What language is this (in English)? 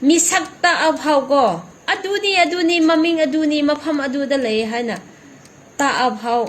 Manipuri